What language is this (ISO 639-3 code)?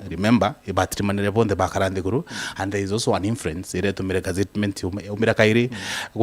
mer